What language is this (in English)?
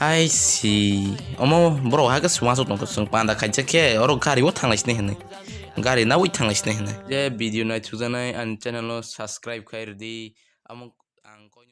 Kok Borok